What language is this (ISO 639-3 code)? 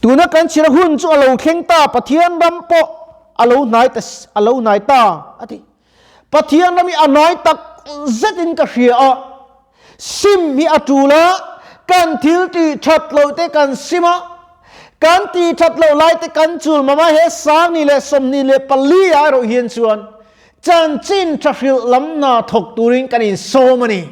lus